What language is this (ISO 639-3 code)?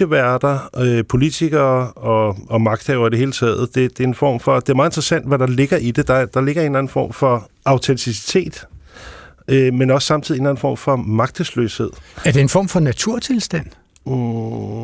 dan